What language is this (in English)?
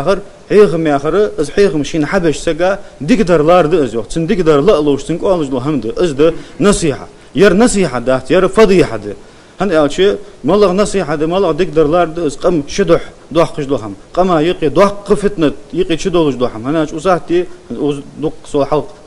Ingush